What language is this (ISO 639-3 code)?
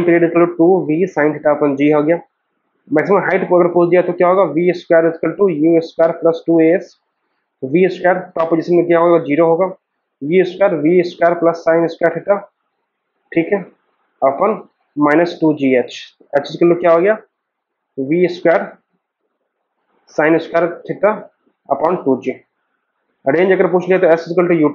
hin